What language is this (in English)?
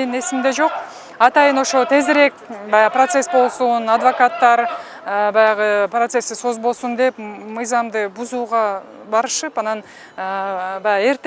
Kyrgyz